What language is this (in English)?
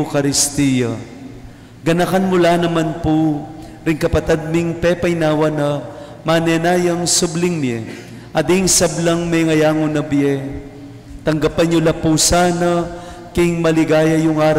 Pampanga